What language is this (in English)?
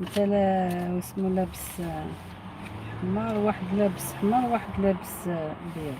Algerian Arabic